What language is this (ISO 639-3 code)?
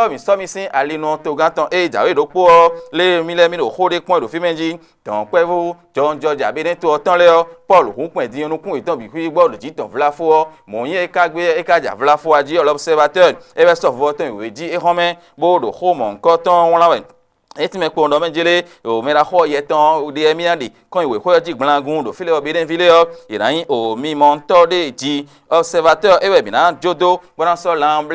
fon